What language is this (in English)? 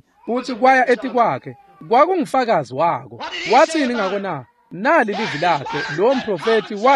Swati